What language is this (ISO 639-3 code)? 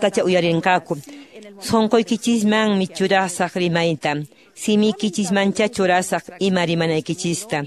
que